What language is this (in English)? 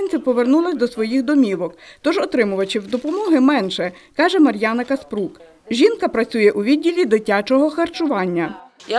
Ukrainian